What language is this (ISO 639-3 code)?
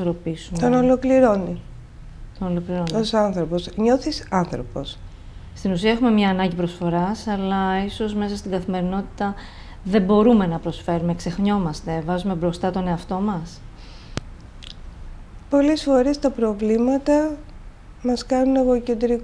ell